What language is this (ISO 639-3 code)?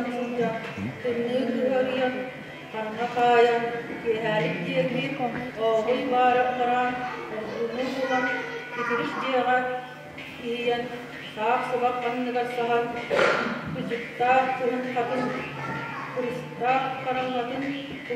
sah